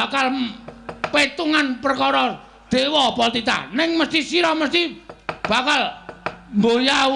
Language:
Javanese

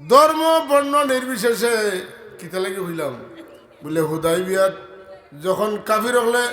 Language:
Sylheti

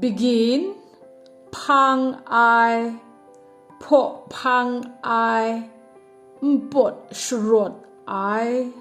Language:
Kachin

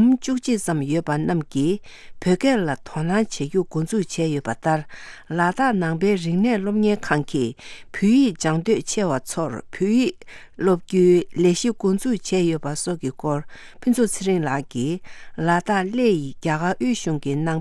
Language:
Tibetan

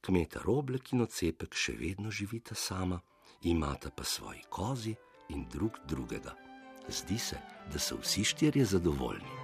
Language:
Slovenian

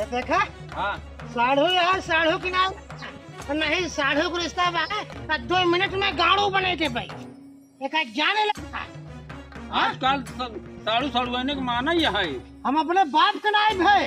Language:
Awadhi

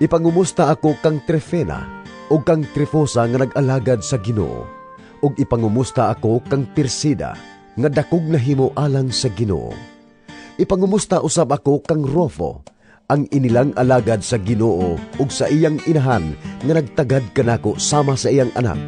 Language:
Cebuano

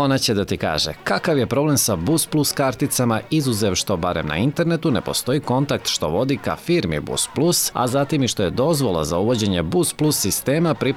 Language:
Serbian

